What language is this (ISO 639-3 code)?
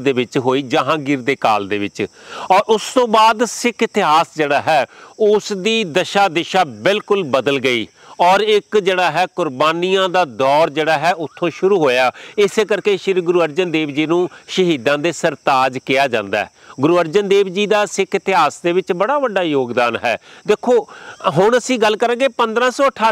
pan